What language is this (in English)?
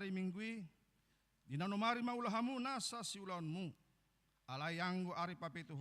Batak Toba